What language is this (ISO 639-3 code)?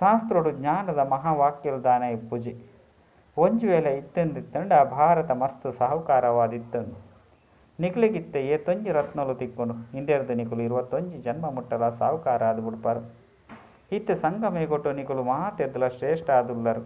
tcy